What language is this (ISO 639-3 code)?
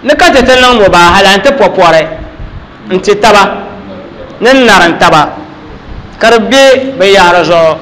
dag